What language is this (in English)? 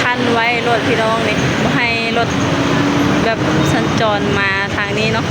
Lao